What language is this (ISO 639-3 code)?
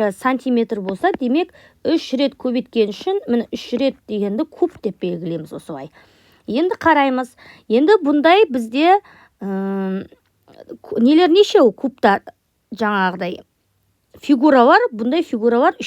kaz